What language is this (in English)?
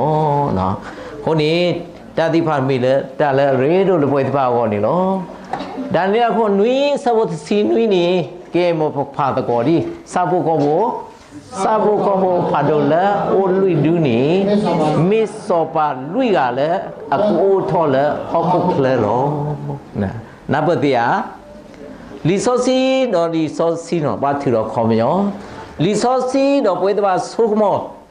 S'gaw Karen